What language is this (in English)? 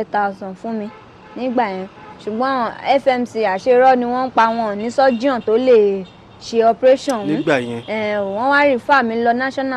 Yoruba